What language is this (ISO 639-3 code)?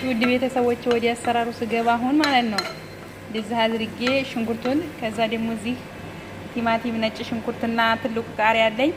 amh